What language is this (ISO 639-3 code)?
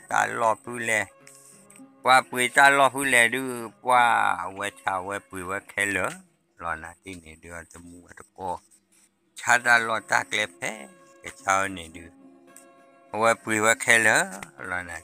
ksw